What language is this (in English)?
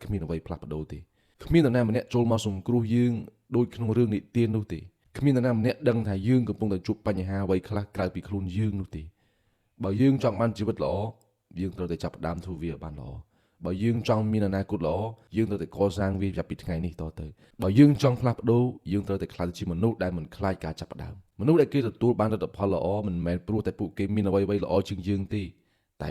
Khmer